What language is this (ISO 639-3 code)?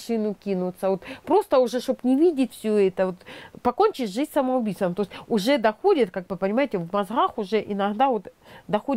rus